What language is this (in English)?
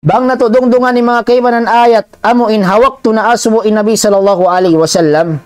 Tausug